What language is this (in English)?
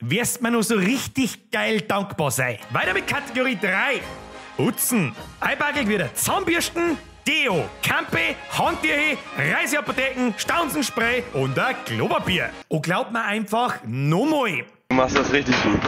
Bavarian